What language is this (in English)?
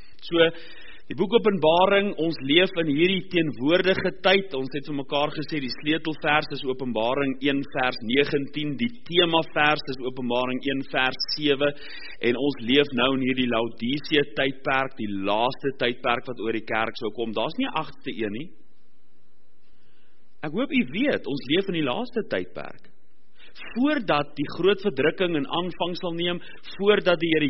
Afrikaans